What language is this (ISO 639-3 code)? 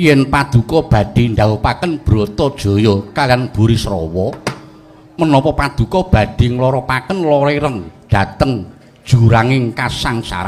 jav